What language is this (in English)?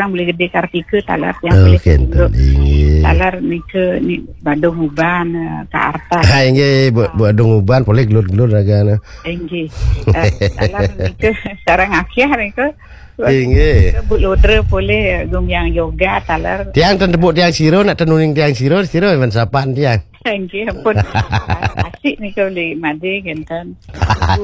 Balinese